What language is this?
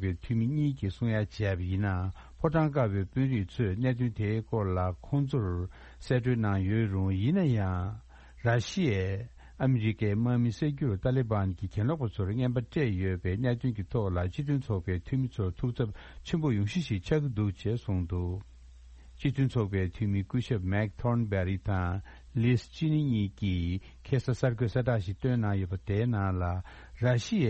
Tibetan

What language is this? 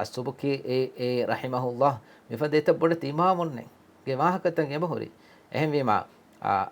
Divehi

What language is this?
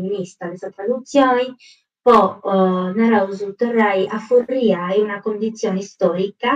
Sardinian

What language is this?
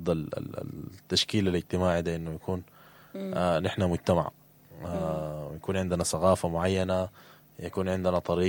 Sudanese Arabic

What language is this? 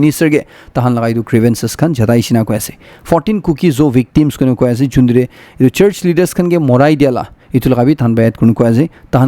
Naga Pidgin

